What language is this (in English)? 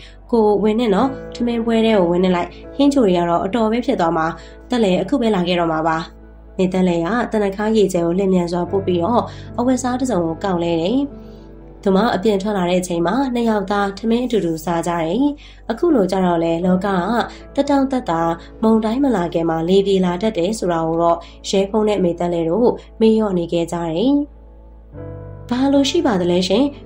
Burmese